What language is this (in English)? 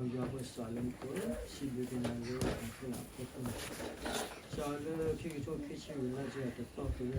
S'gaw Karen